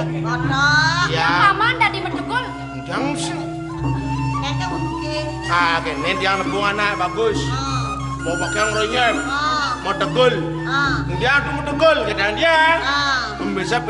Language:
Balinese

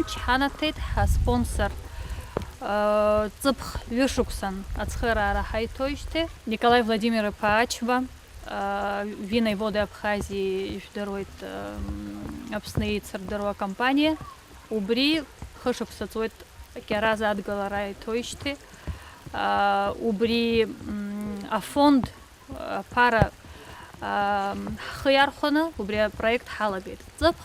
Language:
Abkhazian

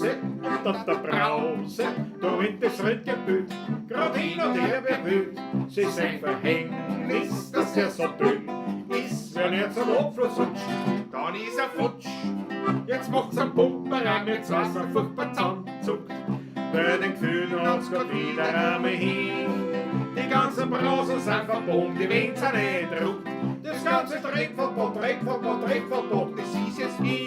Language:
Bavarian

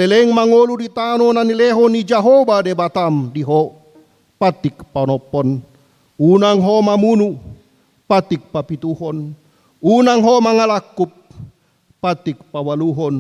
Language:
Batak Toba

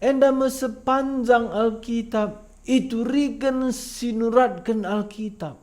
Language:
Batak Karo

